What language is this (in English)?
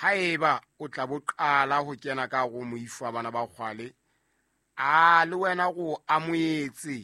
Southern Sotho